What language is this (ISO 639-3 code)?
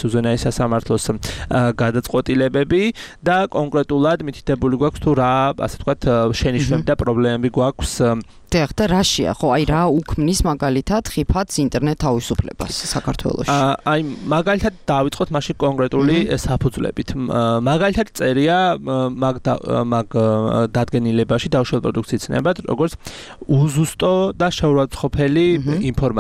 kat